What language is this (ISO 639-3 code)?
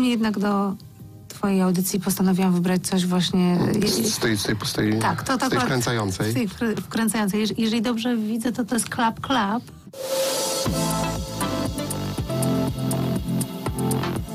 pol